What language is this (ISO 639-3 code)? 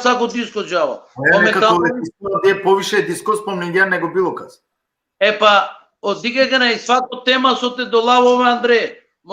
rmn